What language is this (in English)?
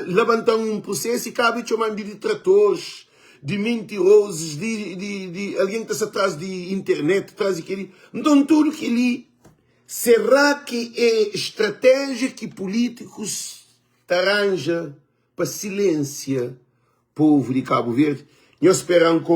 Kabuverdianu